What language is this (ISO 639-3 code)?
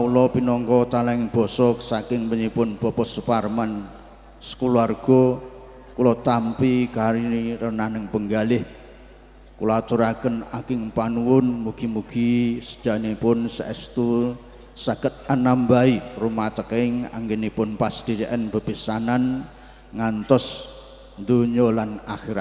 jav